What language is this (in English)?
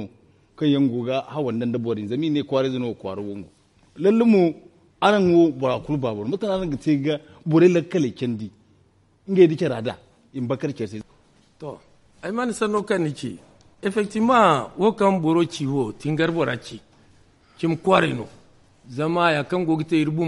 Zarma